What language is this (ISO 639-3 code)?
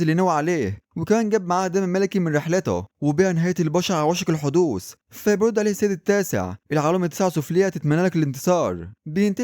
arz